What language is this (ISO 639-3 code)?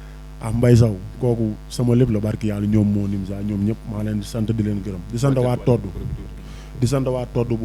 wol